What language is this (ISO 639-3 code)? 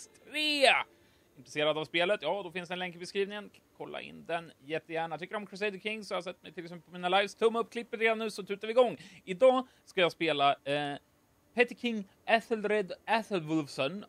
swe